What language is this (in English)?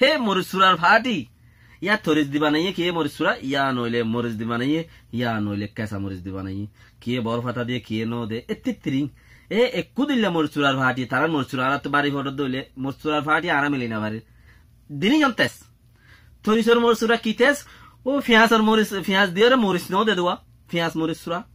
Rohingya